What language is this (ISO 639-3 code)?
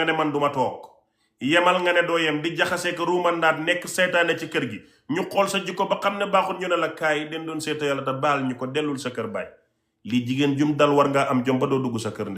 wol